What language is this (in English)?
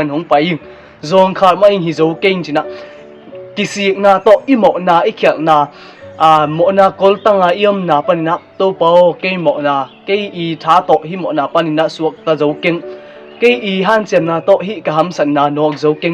Tedim Chin